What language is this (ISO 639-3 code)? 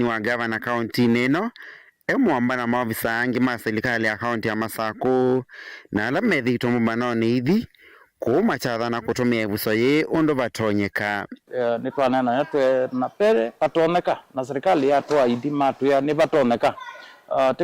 kam